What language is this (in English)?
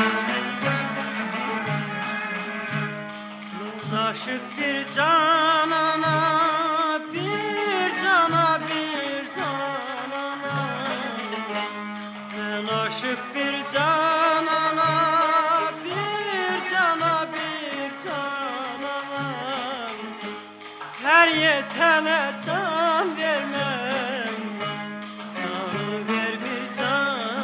Turkish